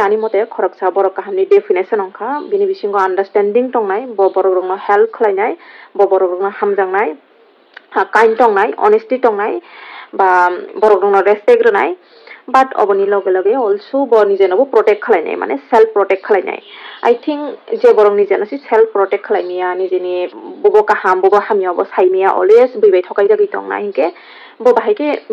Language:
Kok Borok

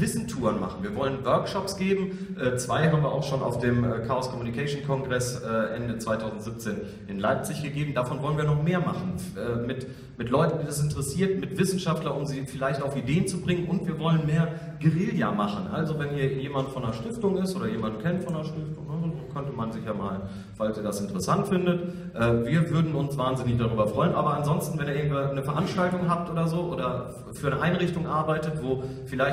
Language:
German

